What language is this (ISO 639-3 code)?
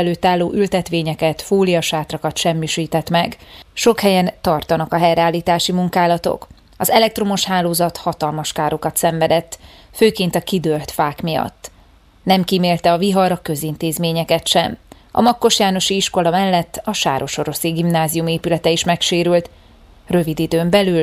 hun